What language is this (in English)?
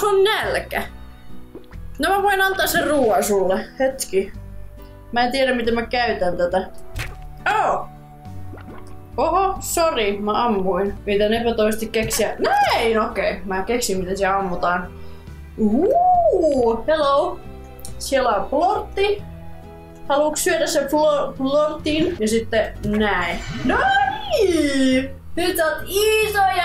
Finnish